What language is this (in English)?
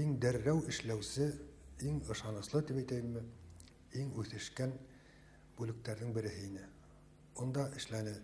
Bashkir